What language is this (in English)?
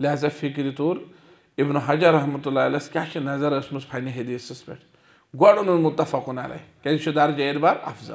Kashmiri